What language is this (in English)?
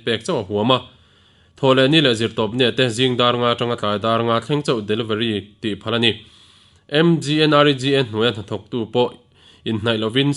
Mizo